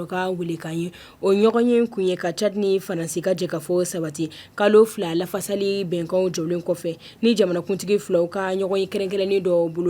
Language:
Bambara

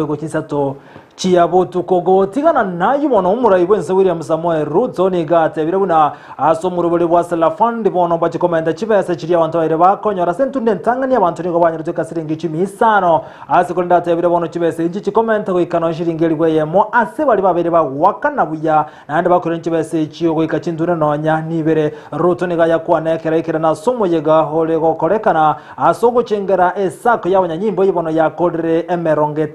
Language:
Gusii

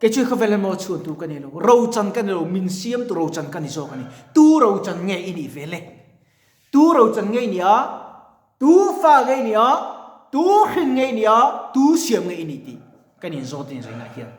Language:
Mizo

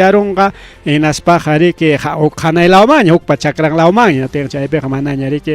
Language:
Ayacucho Quechua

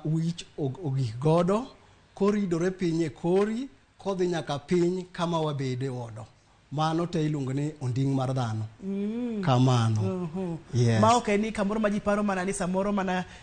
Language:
Luo (Kenya and Tanzania)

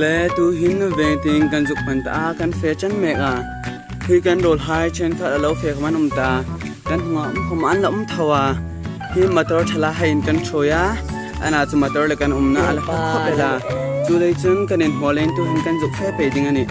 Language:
Hmar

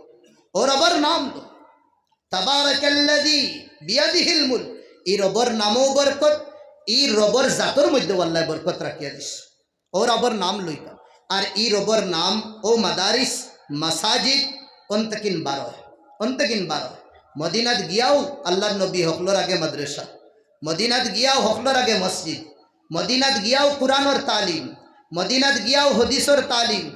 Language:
Sylheti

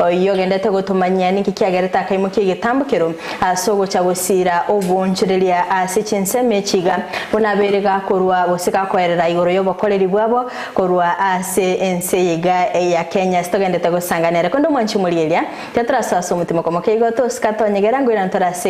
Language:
Gusii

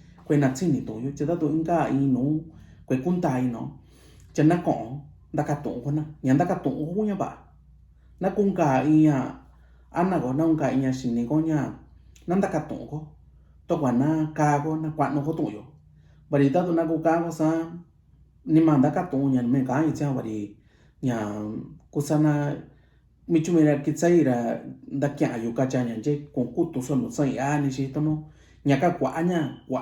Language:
Mixtepec Mixtec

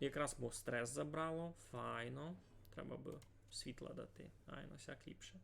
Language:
Rusyn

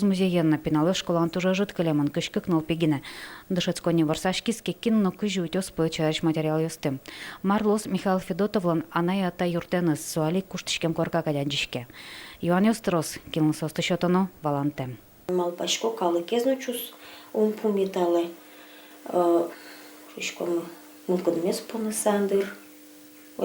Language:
Udmurt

